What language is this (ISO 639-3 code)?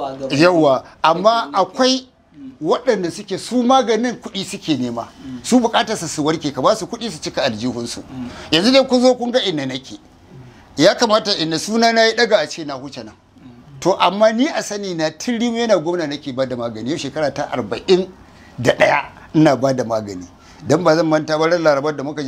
hau